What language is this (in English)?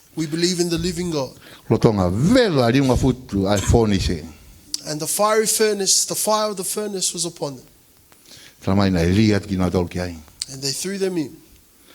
Tongan